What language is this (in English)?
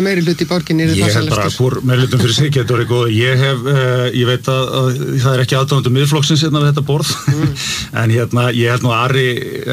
Icelandic